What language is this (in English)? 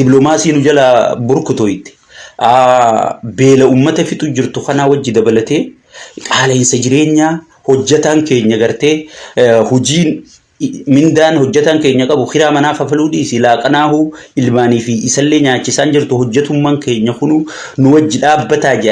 Oromo